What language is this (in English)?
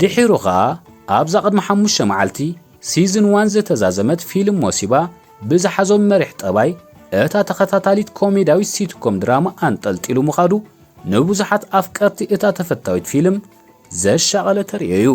Tigrinya